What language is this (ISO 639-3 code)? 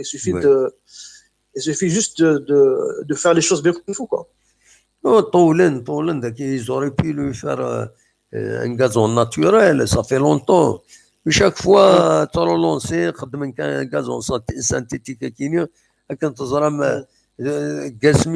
kab